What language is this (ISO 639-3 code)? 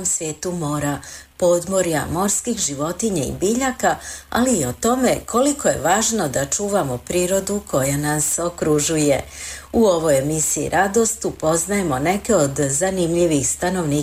hrv